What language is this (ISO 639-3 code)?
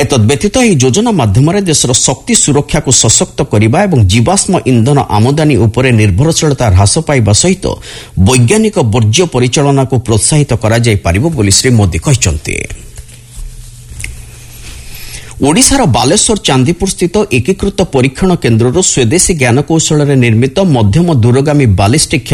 ori